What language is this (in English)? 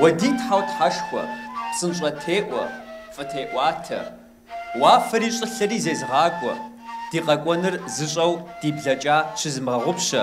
Kabardian